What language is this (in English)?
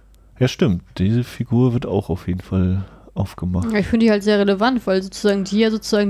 German